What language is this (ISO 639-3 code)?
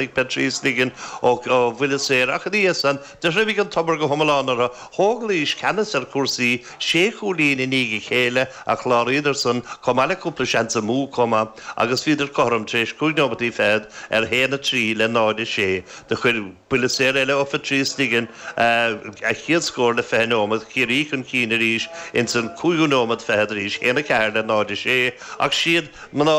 gle